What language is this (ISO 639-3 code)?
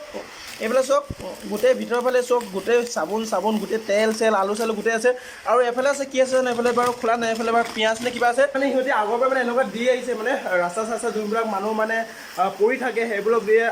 asm